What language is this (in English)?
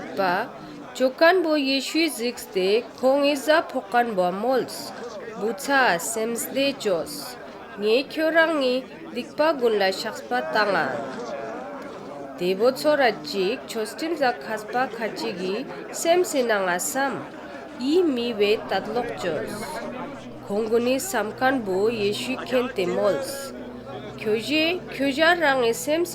Ladakhi